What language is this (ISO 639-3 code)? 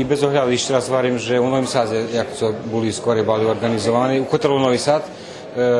rue